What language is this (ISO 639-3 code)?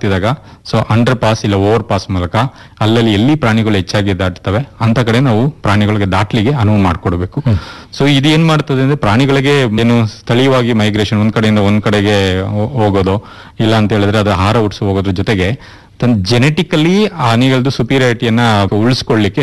kan